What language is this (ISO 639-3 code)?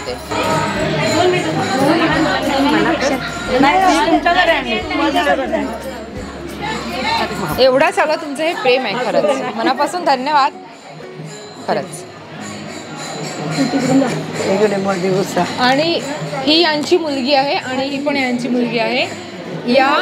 mar